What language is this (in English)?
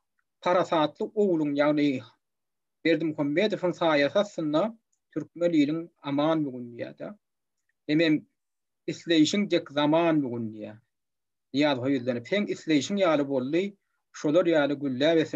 Turkmen